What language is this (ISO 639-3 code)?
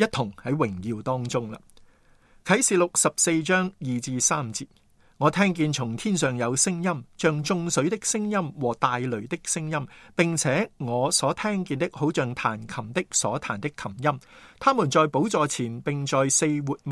yue